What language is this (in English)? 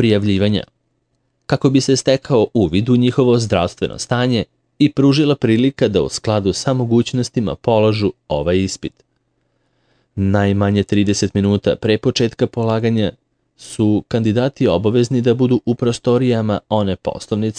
Serbian